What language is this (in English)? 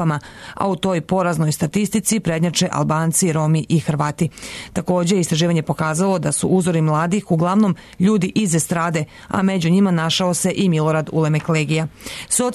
Serbian